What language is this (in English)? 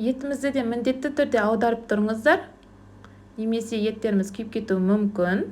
Kazakh